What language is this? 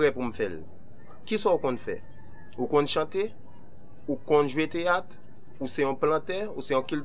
Haitian Creole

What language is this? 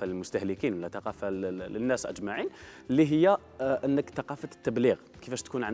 Algerian Arabic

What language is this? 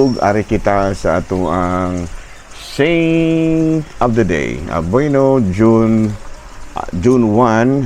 Cebuano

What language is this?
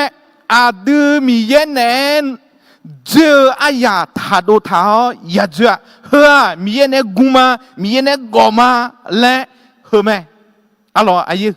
Akha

